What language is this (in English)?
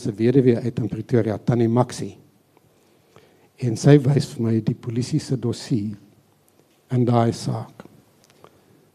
Afrikaans